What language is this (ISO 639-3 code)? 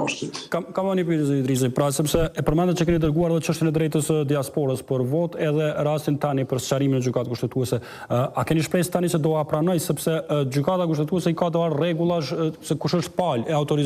sqi